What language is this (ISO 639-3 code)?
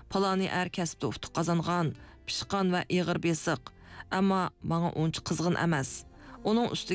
uig